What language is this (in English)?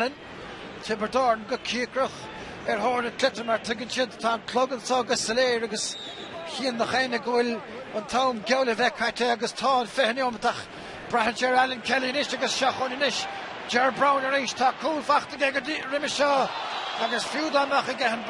Irish